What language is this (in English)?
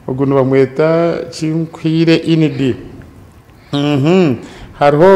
Nyankole